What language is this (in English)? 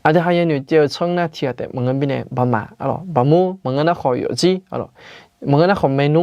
Akha